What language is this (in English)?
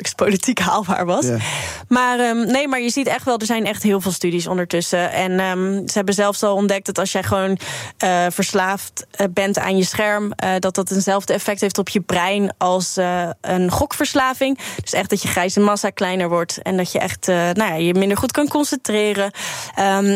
Dutch